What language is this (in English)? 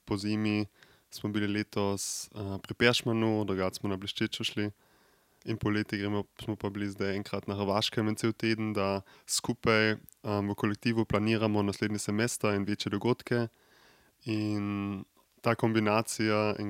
Slovenian